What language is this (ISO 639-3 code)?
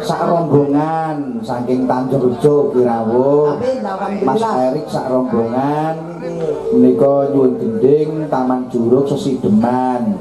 jav